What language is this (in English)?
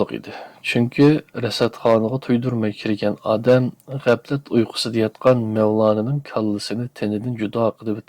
Uyghur